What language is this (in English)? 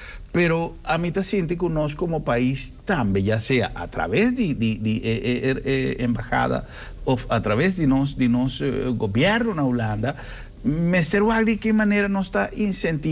Papiamento